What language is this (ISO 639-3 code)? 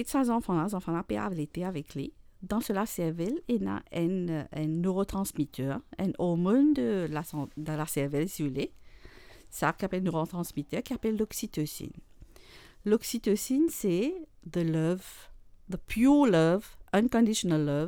mfe